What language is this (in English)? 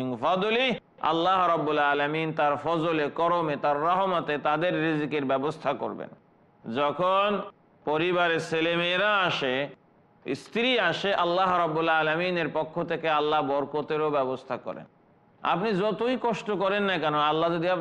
Bangla